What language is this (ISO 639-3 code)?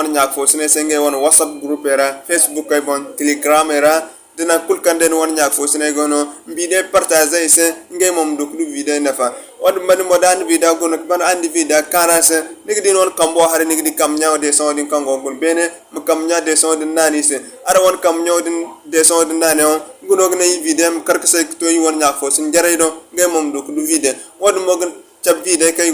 dje